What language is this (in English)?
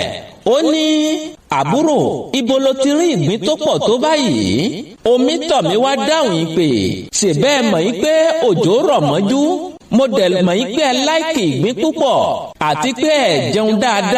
Yoruba